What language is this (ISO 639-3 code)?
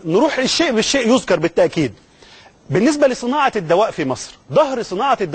arz